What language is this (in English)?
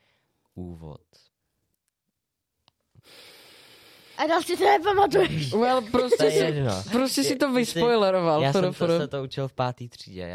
Czech